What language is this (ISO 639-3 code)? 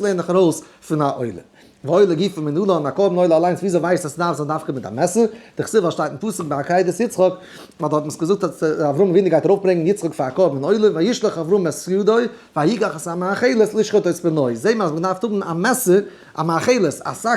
yid